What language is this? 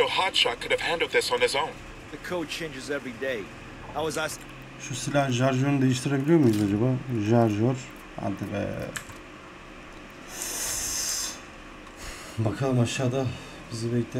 Turkish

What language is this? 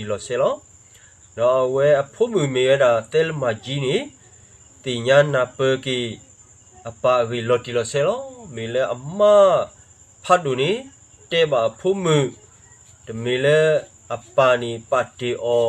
S'gaw Karen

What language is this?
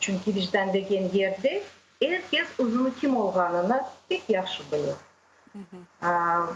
Crimean Tatar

